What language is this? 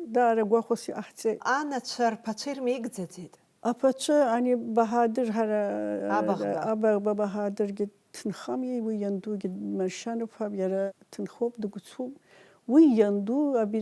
Abkhazian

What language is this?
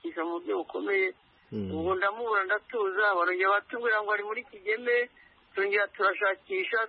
Kinyarwanda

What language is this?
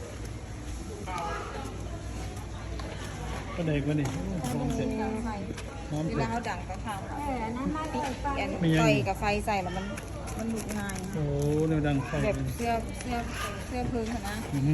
Lao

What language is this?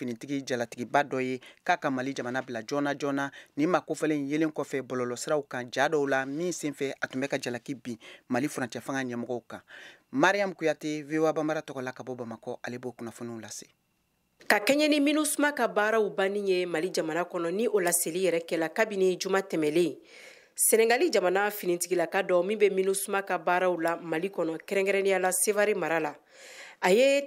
Bambara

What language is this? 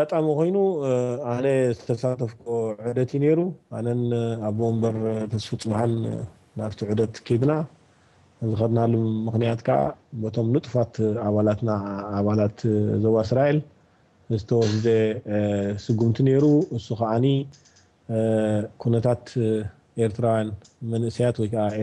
Tigrinya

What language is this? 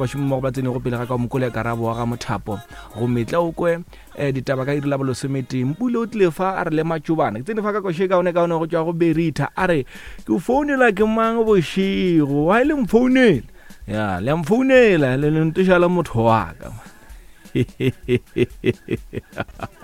Northern Sotho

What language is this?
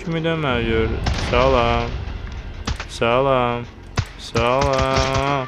Azerbaijani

